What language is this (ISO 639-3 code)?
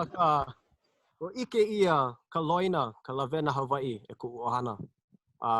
haw